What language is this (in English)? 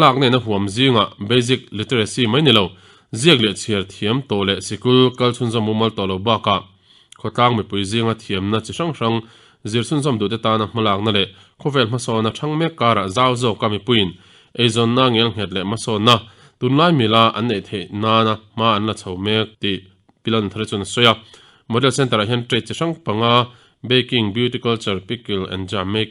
Mizo